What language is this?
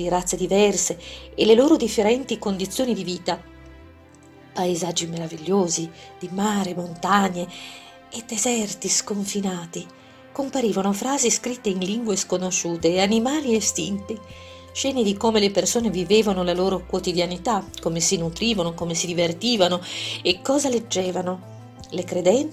Italian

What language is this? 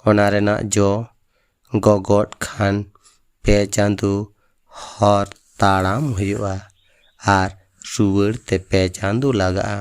Santali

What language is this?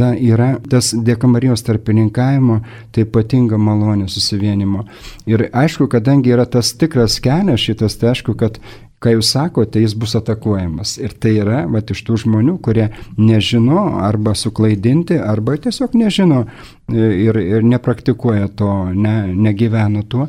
Lithuanian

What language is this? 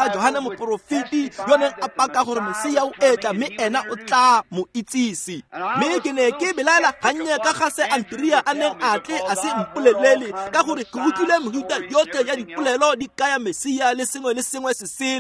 Tswana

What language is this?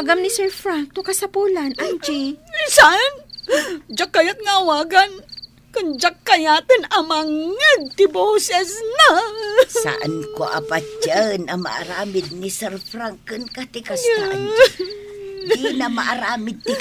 Iloko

